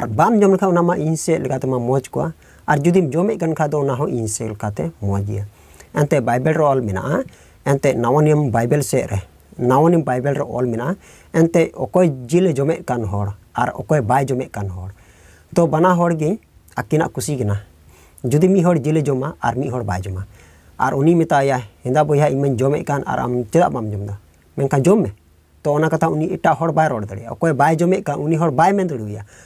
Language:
Santali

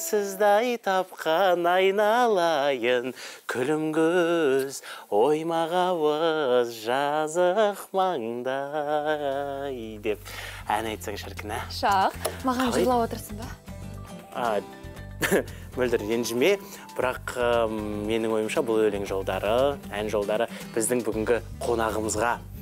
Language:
Kazakh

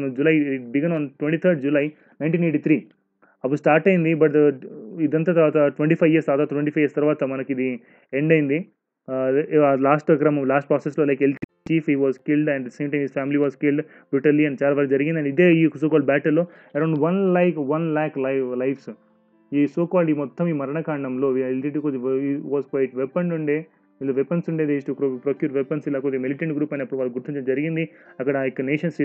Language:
Telugu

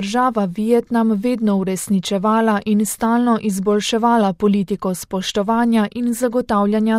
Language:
Slovenian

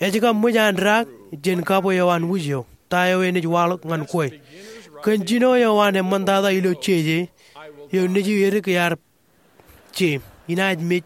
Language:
Marshallese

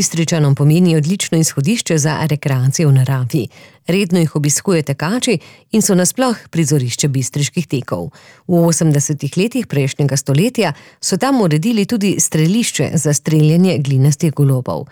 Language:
Slovenian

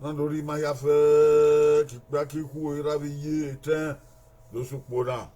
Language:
Bini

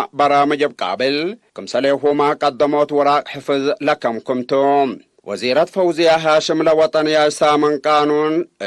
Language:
Tigre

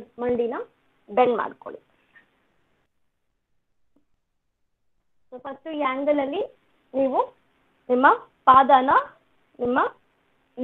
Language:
Kannada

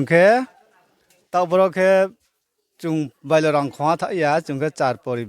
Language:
Riang (India)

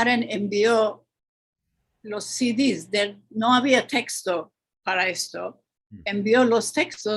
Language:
Ladino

